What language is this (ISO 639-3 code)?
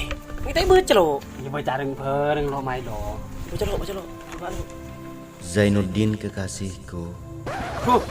mad